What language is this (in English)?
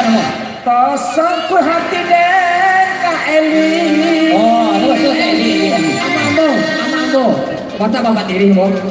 Minangkabau